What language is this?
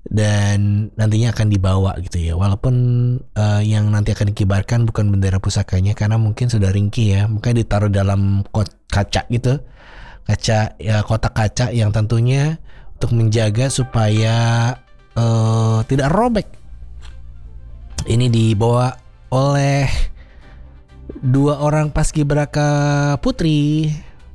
Indonesian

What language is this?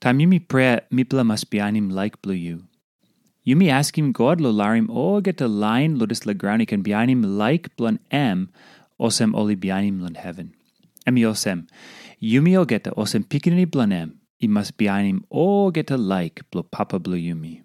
Tok Pisin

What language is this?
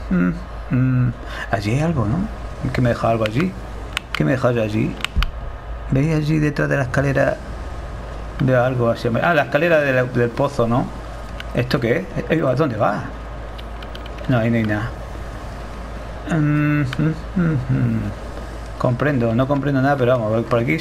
Spanish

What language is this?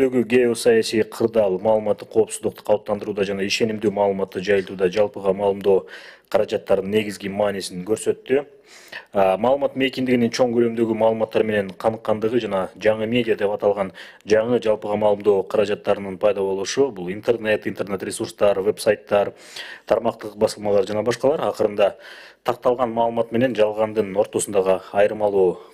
Kyrgyz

